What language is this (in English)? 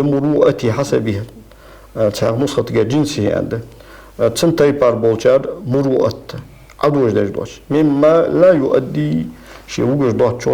Ingush